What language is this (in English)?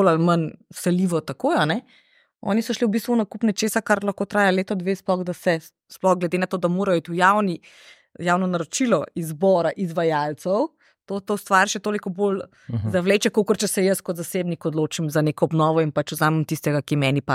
Slovenian